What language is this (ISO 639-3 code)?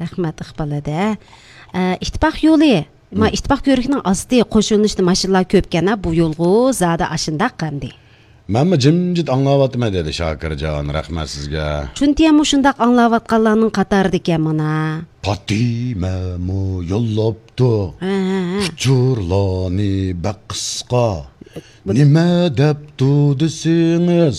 uig